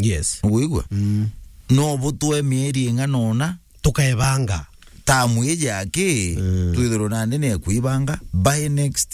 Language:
Meru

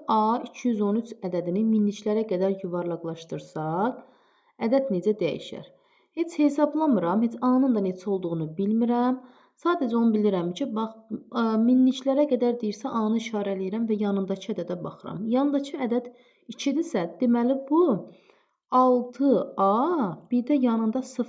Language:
Azerbaijani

